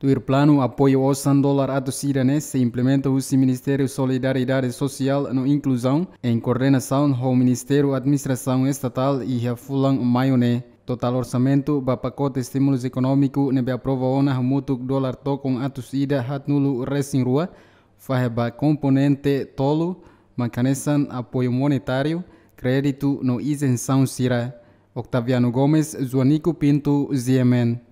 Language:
Tetum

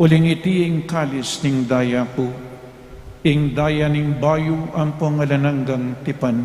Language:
Pampanga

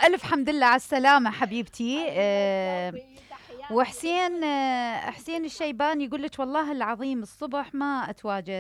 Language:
Mesopotamian Arabic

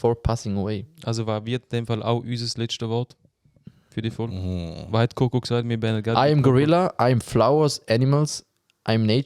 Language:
Swiss German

